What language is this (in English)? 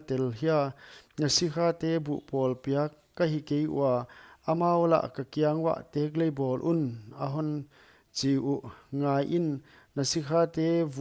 Paite Chin